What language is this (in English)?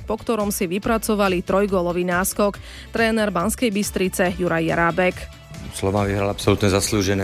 Slovak